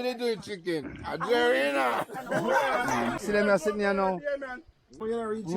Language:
Jamaican Creole English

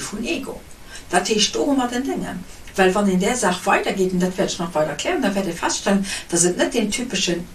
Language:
Luxembourgish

